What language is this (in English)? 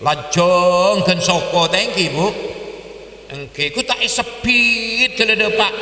Madurese